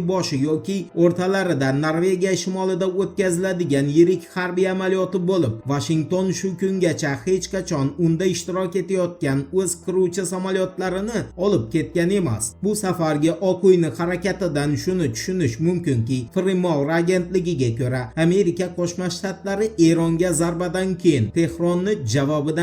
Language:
Uzbek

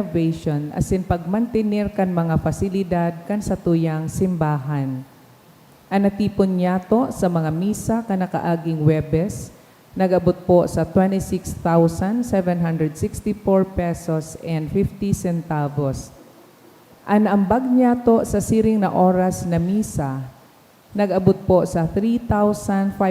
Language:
Bikol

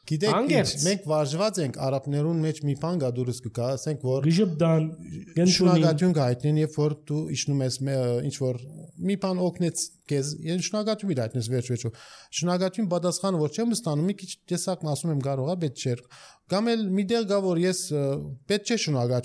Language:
Armenian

